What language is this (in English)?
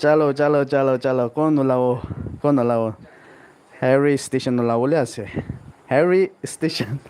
Naga Pidgin